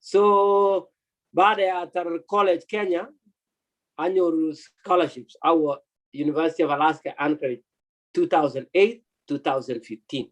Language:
Kalenjin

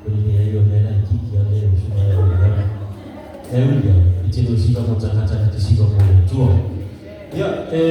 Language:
Samoan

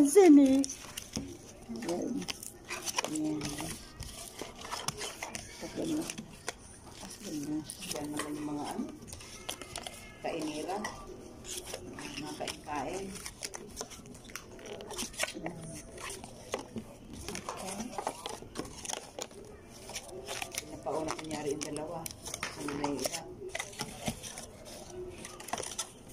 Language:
Filipino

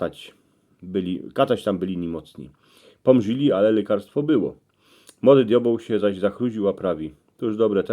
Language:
Silesian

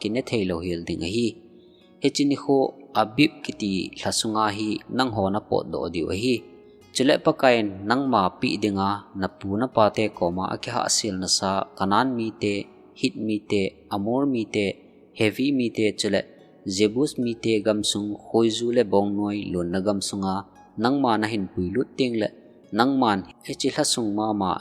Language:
Thado Chin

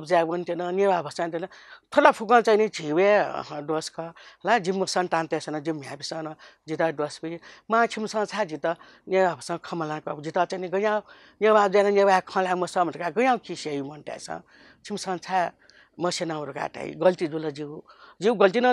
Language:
Newari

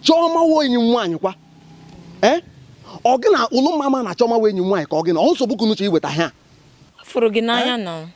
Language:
Igbo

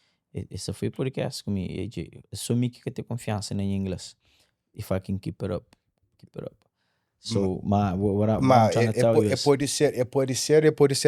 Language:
Kabuverdianu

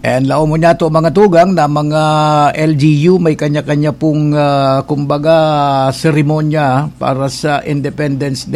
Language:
Bikol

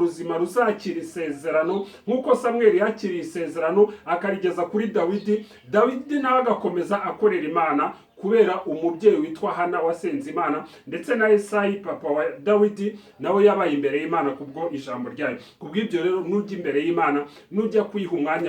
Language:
Kinyarwanda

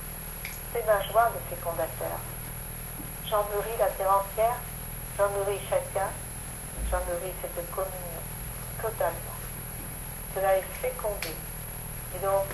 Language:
French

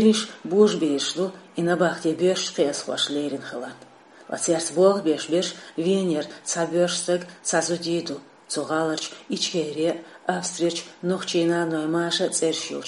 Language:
Chechen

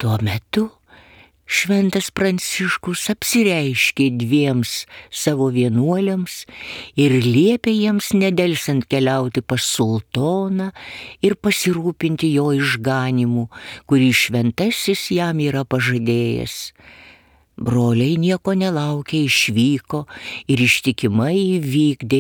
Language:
Lithuanian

